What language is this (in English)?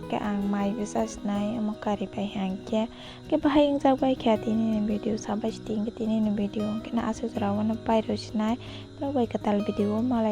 Kok Borok